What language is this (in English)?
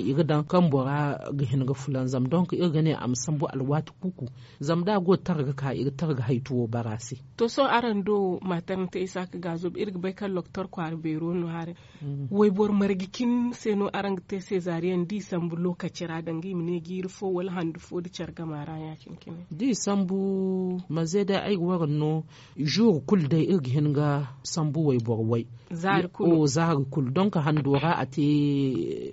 Zarma